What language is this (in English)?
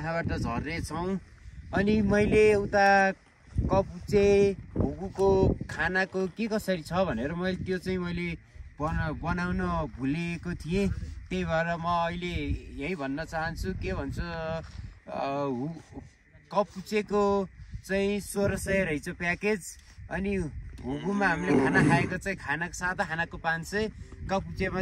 Nepali